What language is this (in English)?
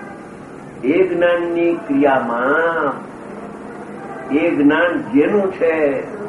Gujarati